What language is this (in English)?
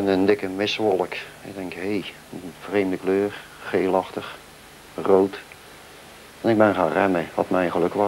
Dutch